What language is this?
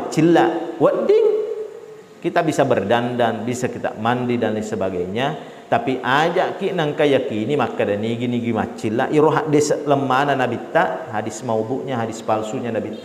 Buginese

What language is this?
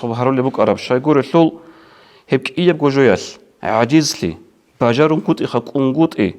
Avaric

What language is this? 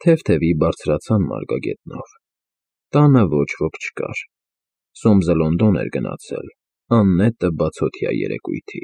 Armenian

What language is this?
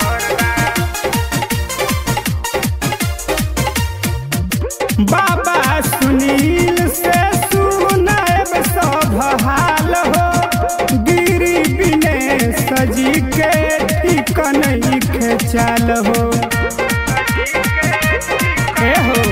Bhojpuri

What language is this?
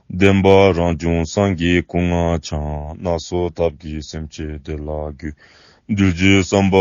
Dzongkha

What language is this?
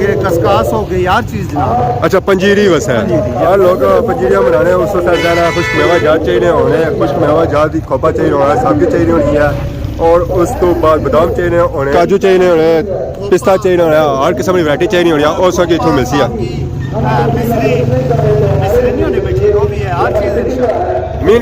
Pahari-Potwari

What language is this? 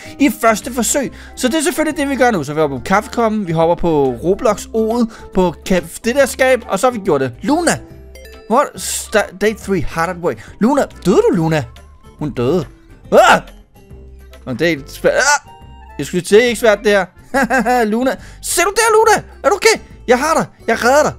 Danish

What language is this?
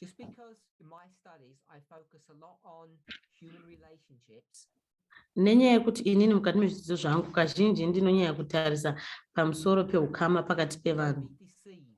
Shona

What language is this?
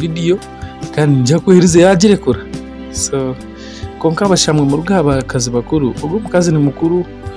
Nyankole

